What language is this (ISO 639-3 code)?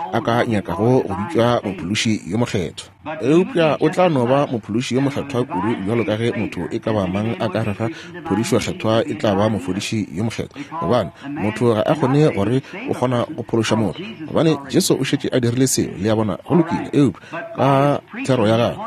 nso